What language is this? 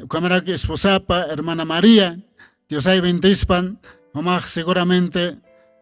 Aymara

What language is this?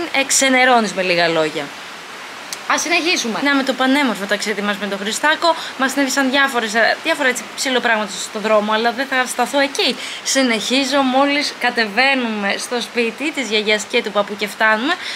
Greek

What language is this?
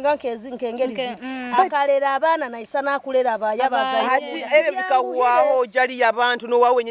Nyoro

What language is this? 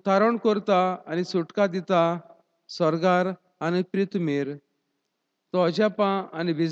Konkani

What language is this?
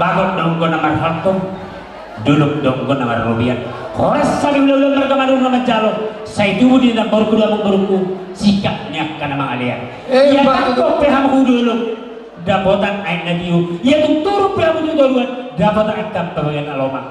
Batak Toba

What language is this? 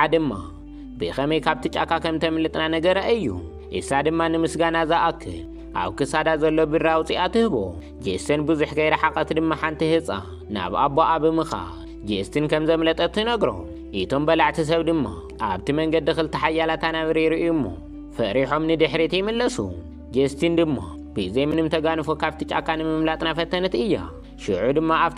Tigrinya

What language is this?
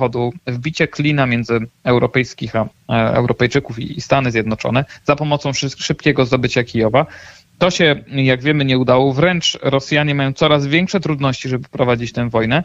Polish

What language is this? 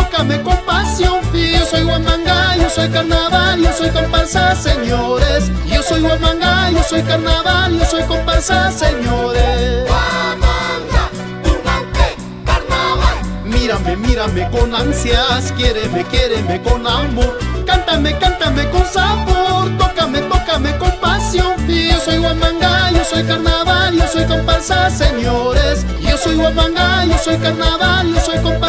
Spanish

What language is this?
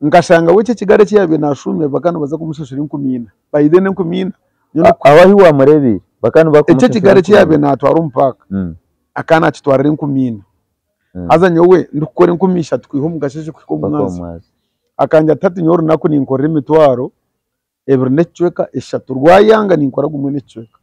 Nyankole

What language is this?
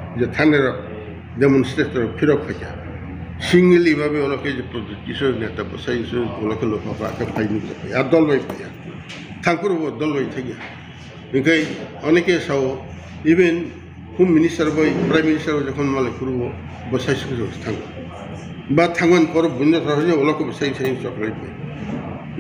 Kok Borok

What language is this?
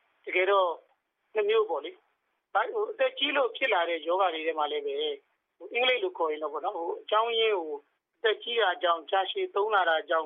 Burmese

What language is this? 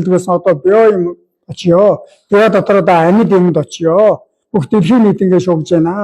Mongolian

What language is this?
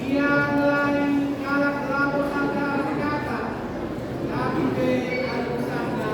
Batak Karo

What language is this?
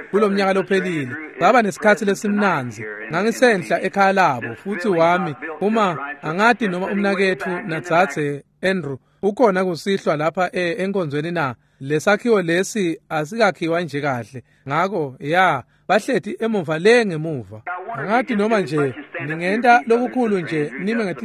Swati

